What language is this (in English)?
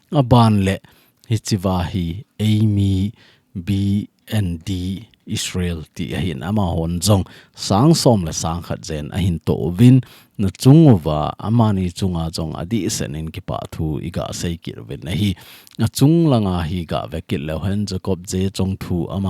Thado Chin